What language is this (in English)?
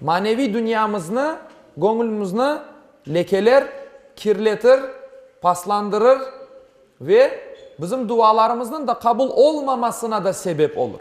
Crimean Tatar